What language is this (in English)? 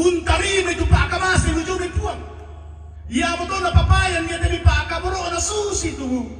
Toraja-Sa'dan